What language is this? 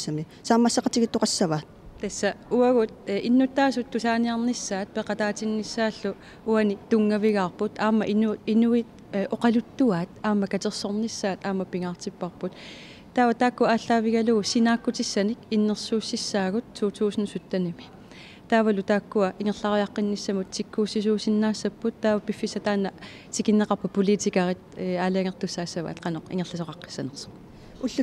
Kalaallisut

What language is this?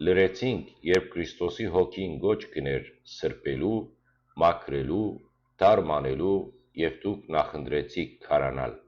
Western Armenian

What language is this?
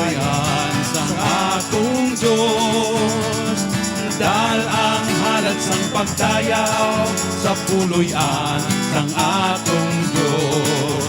Hiligaynon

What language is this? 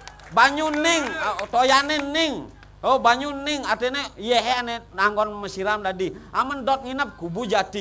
Balinese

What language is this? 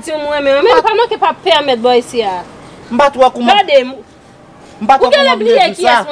Haitian Creole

